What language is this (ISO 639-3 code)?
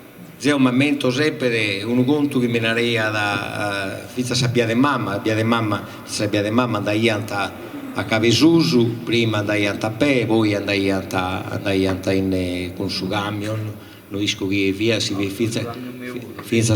srd